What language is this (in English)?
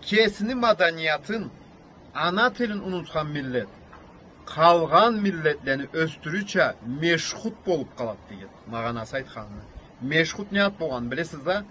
Karachay-Balkar